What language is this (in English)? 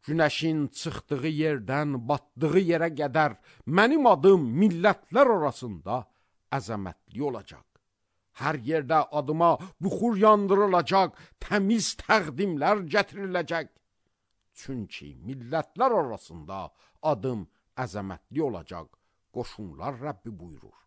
Azerbaijani